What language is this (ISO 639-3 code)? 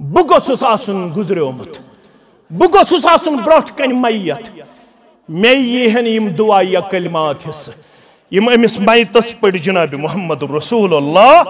kas